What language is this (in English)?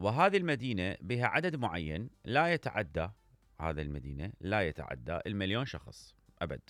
Mesopotamian Arabic